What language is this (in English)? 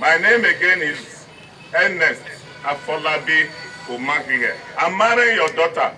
Nigerian Pidgin